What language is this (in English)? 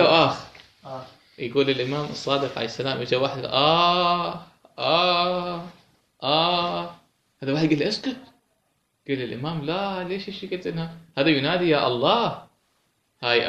Mesopotamian Arabic